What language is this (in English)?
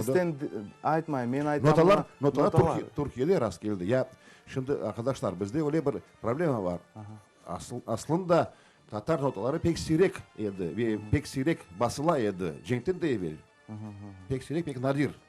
Crimean Tatar